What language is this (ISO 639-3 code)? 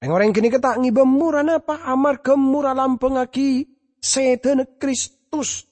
mad